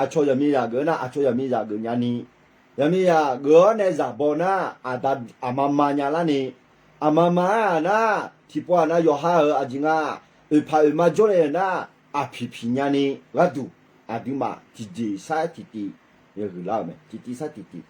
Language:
Akha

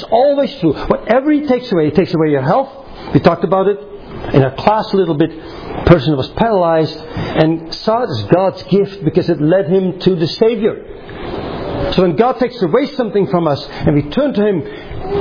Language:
English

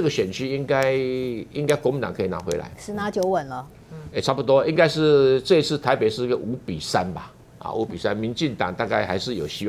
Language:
Chinese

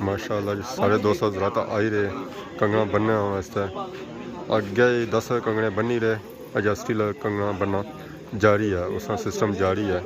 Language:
Pahari-Potwari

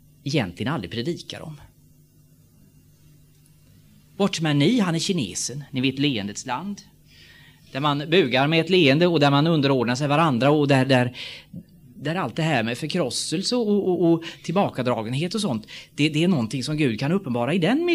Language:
Swedish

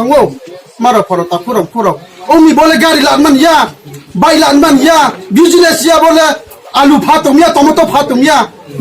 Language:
Riang (India)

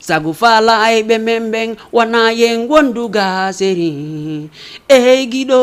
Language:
Fula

